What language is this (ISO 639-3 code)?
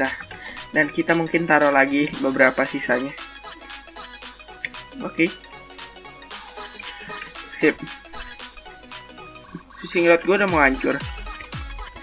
ind